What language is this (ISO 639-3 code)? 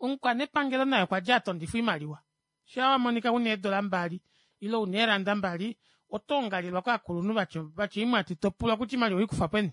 kua